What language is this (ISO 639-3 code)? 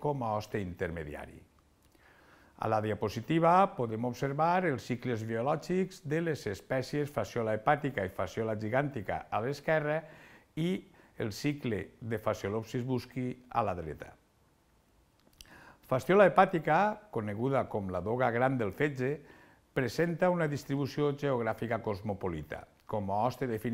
cat